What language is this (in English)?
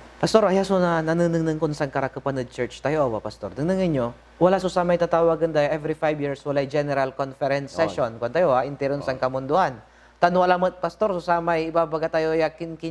Pangasinan